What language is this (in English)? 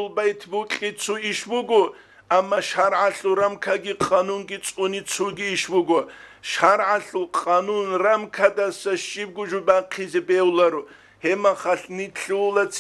Avaric